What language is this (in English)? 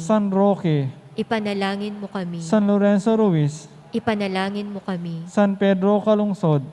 Pampanga